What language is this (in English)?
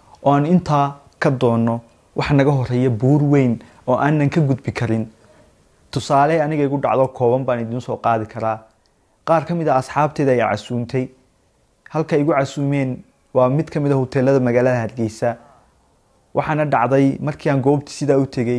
Somali